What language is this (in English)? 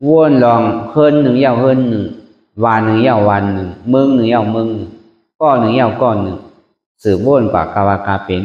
Shan